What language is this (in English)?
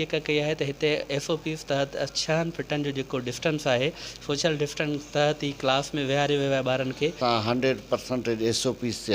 Sindhi